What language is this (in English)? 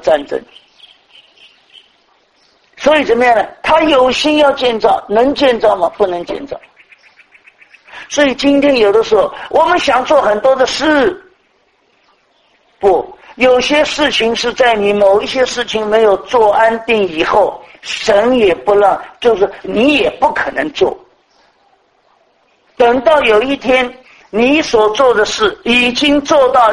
Chinese